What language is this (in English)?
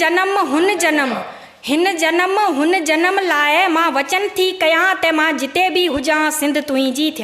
Sindhi